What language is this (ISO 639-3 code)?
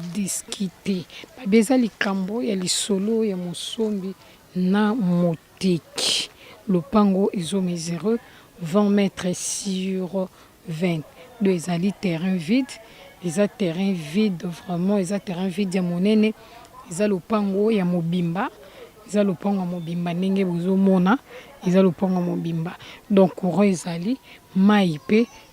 lin